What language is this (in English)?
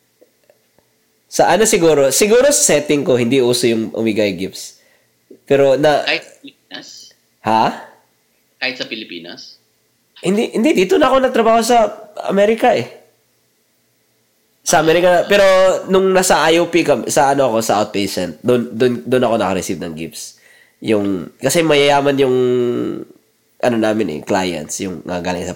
Filipino